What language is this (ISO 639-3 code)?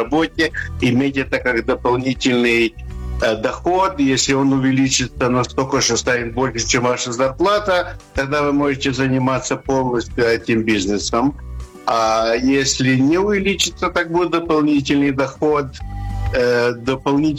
rus